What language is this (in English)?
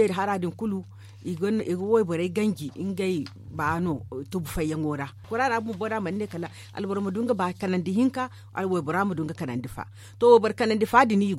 Zarma